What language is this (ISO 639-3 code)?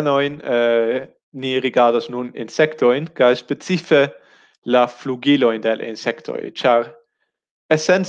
epo